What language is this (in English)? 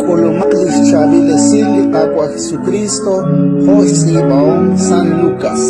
Kekchí